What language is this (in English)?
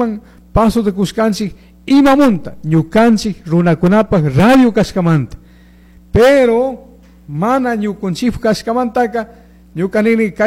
Chimborazo Highland Quichua